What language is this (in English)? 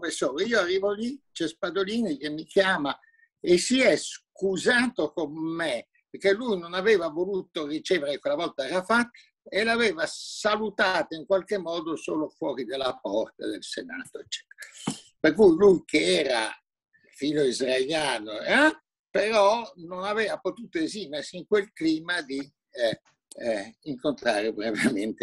Italian